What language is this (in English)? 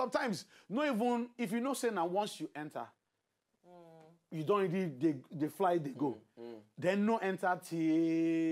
Nigerian Pidgin